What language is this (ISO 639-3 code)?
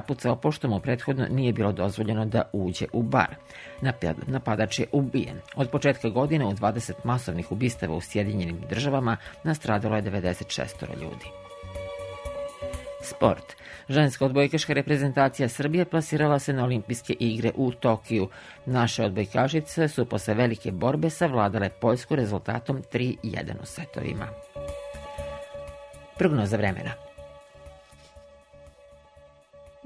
srp